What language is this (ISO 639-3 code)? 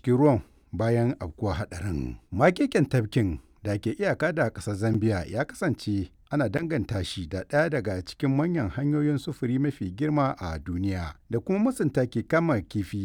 hau